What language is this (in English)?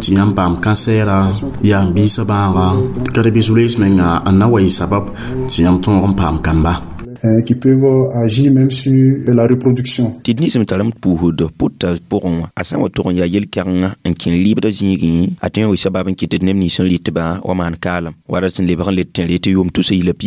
Mossi